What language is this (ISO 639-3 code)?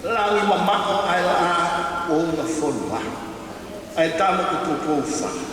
ton